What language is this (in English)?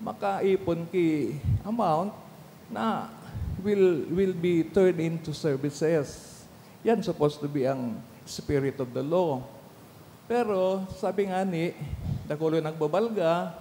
Bikol